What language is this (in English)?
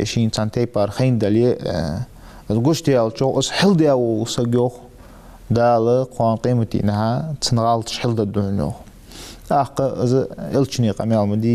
Ingush